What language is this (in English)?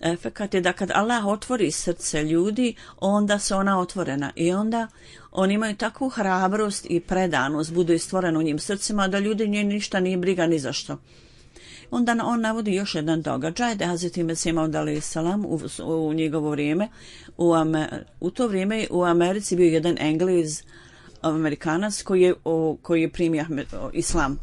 Bosnian